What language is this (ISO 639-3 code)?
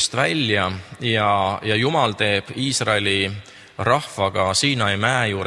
est